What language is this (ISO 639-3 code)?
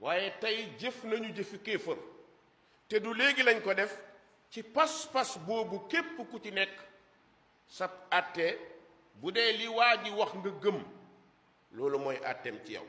wol